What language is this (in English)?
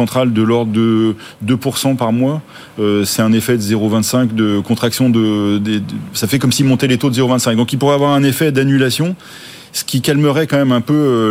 French